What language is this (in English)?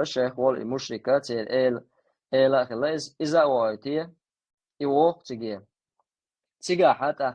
Chechen